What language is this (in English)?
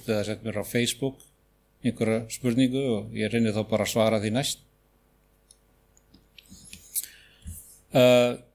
Icelandic